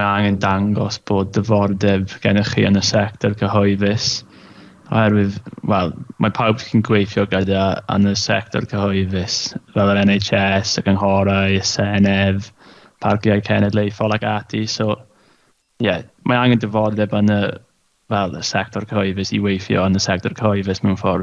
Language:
Welsh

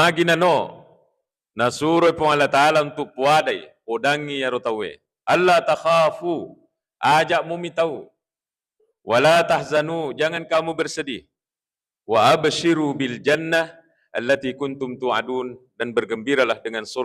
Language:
Buginese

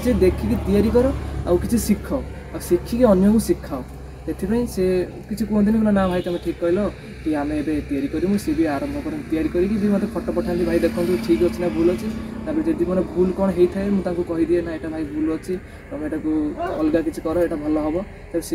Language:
Odia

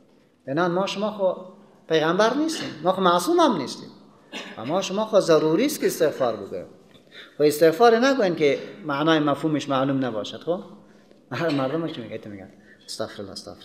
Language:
Persian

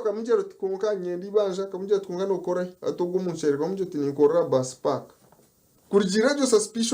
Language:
Nyankole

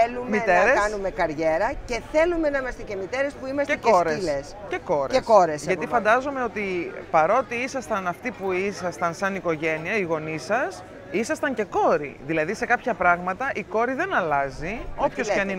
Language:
Greek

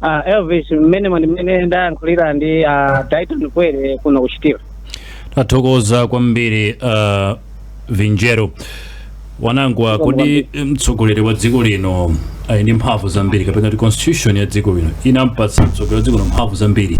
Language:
Nyanja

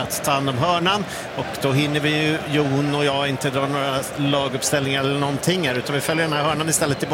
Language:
Swedish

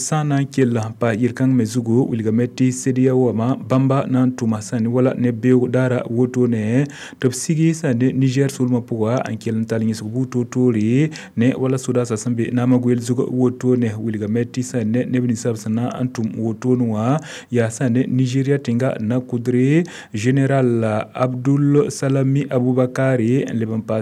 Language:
Mossi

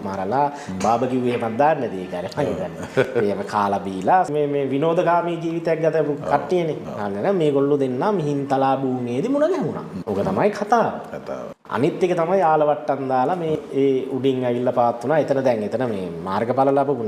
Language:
Sinhala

